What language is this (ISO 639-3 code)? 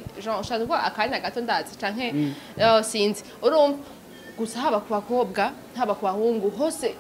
run